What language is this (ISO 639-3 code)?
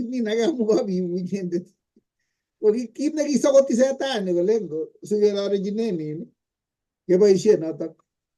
kln